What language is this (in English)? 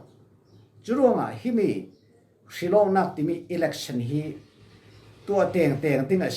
Falam Chin